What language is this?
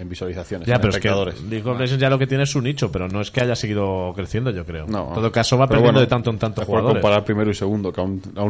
Spanish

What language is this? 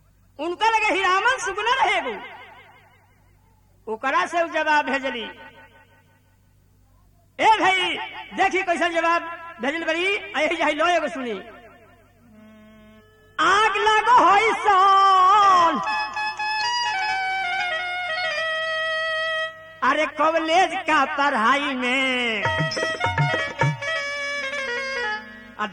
Bhojpuri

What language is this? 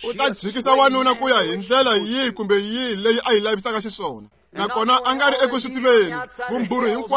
Tsonga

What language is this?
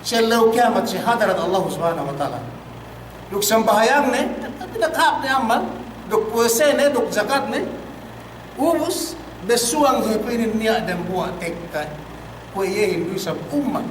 Yakan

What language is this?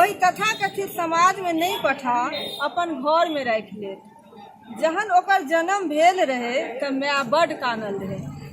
Maithili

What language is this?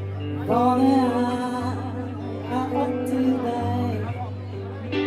Norwegian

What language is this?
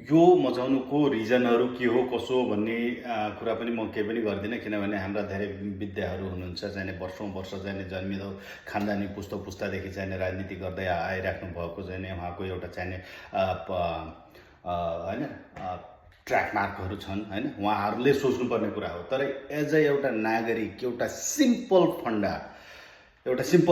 Nepali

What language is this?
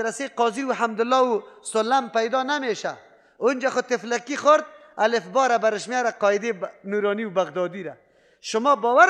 Persian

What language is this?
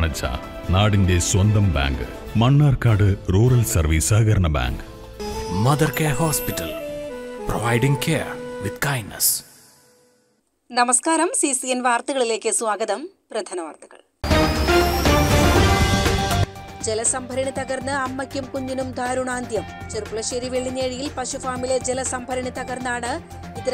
Malayalam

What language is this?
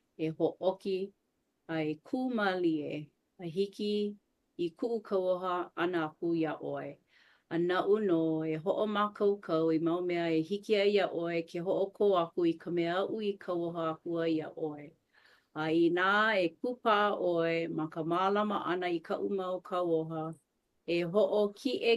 Hawaiian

